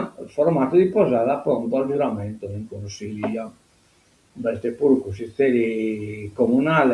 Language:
Sardinian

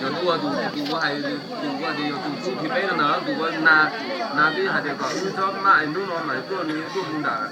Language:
Hmong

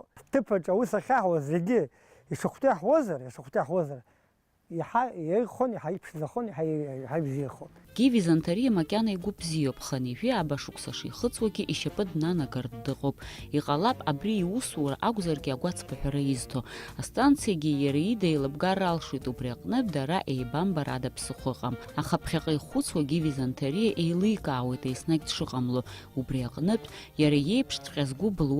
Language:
Abkhazian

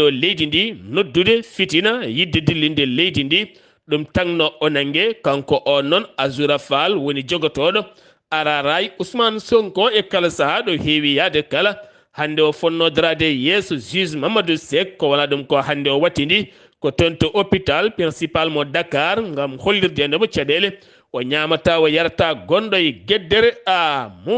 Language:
Fula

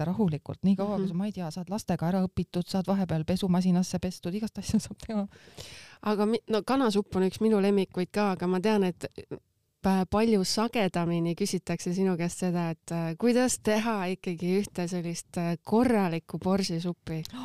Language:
Estonian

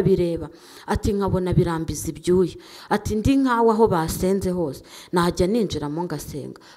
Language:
Kinyarwanda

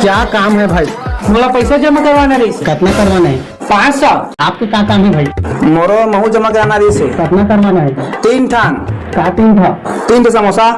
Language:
Chhattisgarhi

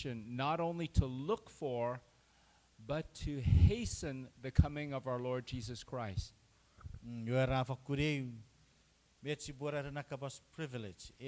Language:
Chuukese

